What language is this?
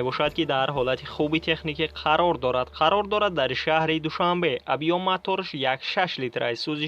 Tajik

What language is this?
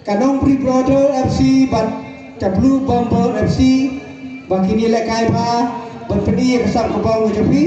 Khasi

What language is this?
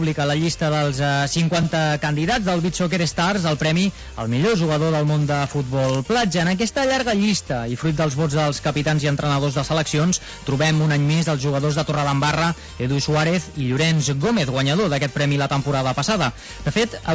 Catalan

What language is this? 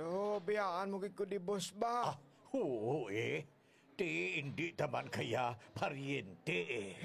Hiligaynon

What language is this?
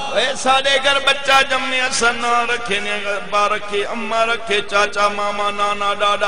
Saraiki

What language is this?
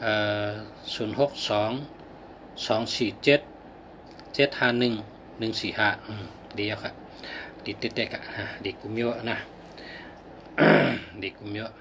Shan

